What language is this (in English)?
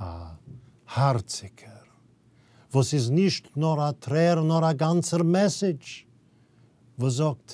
Yiddish